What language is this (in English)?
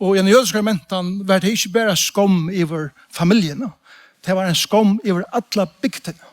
Faroese